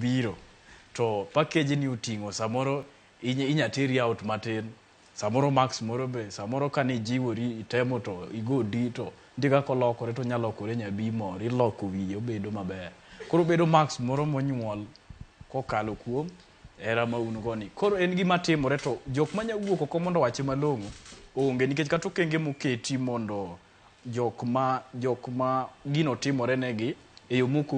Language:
Luo (Kenya and Tanzania)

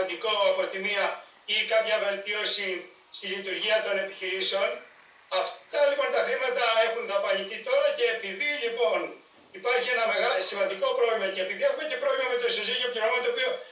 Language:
Greek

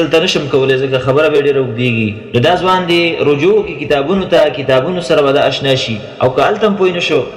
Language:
Pashto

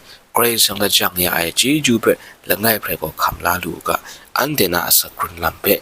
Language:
Kachin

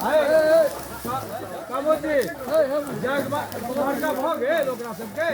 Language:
Maithili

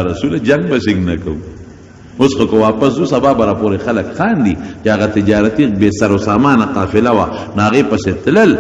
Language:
Pashto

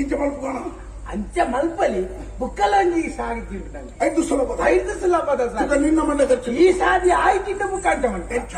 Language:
Tulu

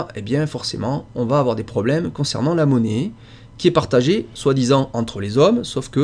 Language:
French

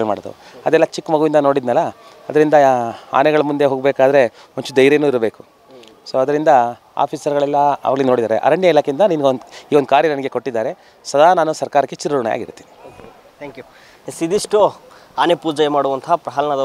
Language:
Kannada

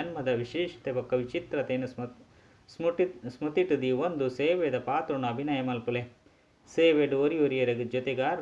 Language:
Tulu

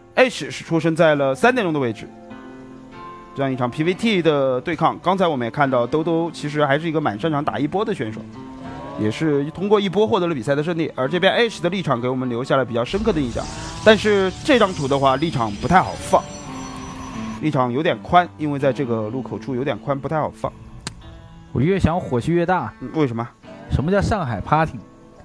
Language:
Chinese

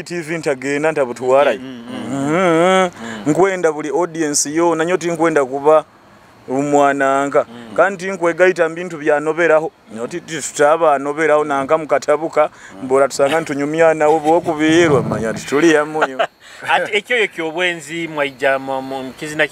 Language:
Nyoro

